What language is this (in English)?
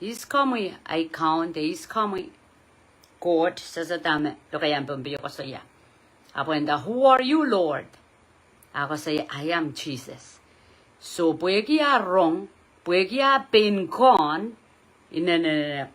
Pohnpeian